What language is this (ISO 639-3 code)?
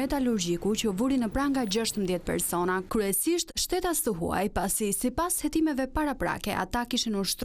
sqi